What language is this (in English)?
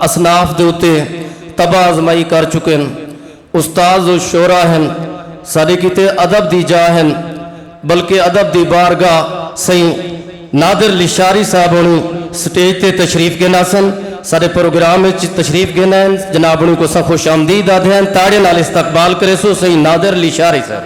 Saraiki